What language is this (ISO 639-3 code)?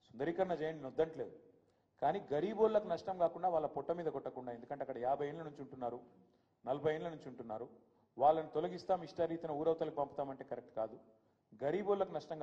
tel